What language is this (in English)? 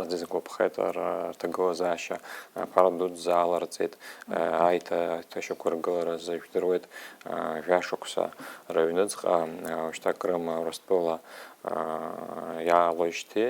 Abkhazian